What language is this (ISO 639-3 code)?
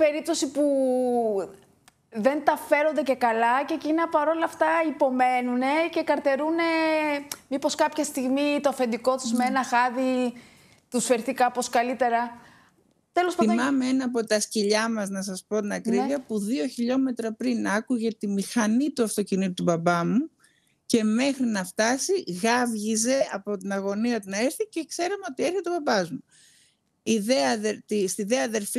ell